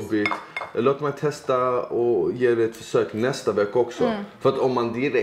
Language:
Swedish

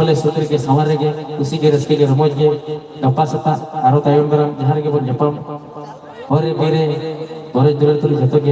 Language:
Santali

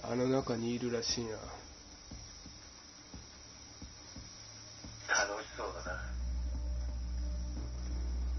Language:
Japanese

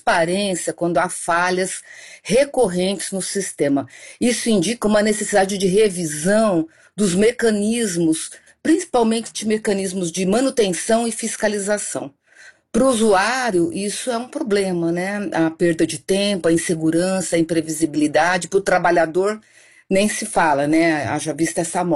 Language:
Portuguese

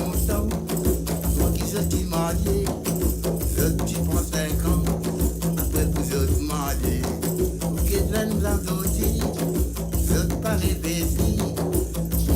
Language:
Morisyen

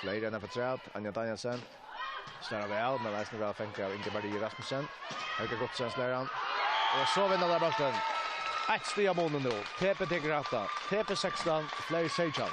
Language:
Faroese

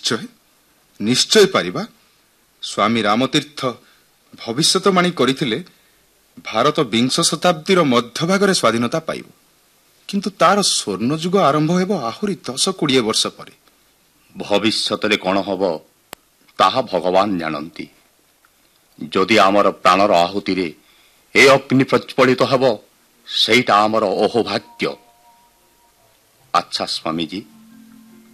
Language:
Odia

